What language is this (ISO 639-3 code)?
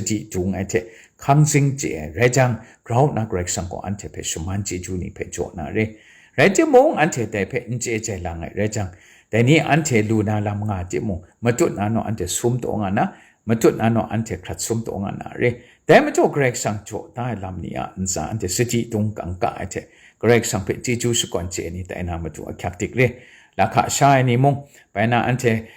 kac